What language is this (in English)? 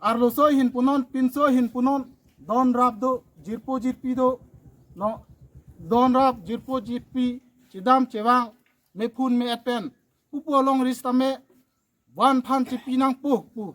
Karbi